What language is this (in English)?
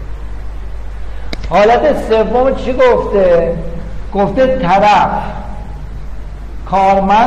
Persian